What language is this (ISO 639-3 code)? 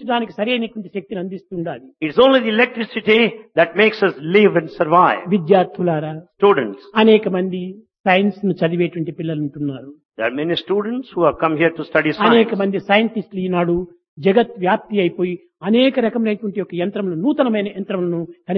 tel